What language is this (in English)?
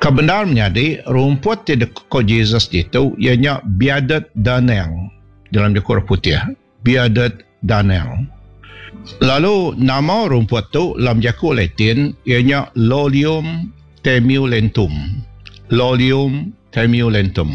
Iban